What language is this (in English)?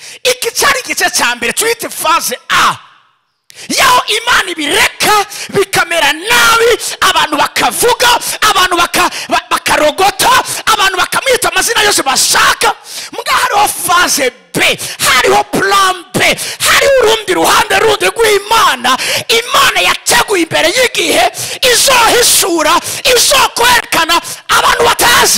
Rundi